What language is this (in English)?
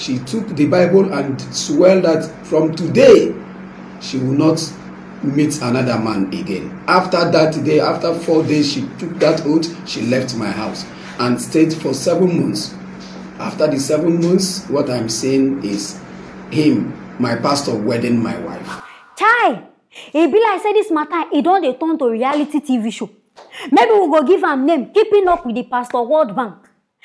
Nigerian Pidgin